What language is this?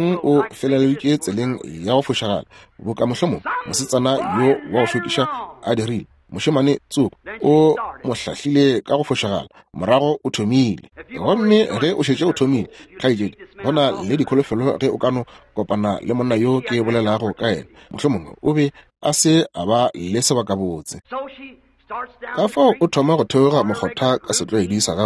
Northern Sotho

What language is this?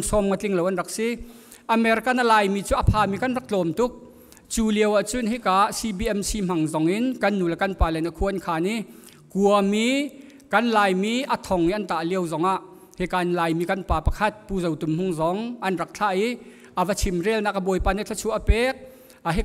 Hakha Chin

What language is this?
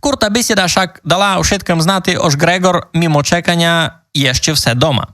Rusyn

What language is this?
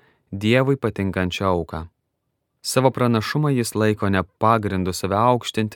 Lithuanian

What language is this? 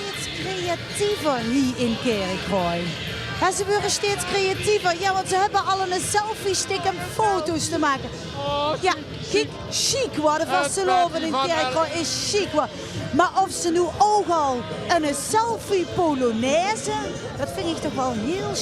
Limburgish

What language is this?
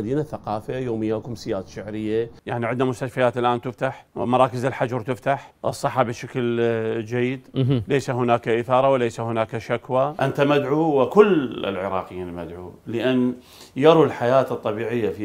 Mesopotamian Arabic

